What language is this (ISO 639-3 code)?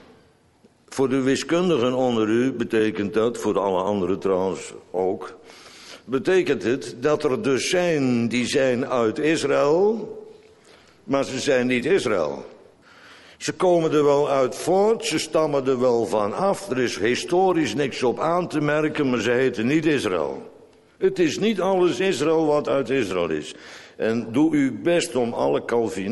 nld